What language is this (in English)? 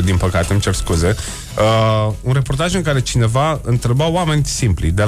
Romanian